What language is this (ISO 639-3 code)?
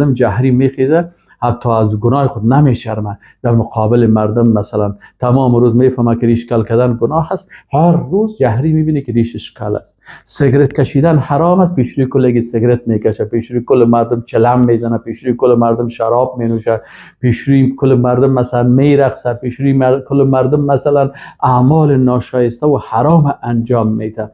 fas